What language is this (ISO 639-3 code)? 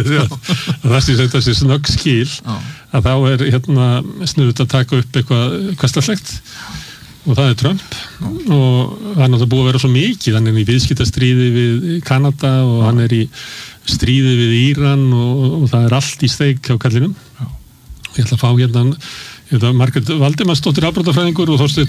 isl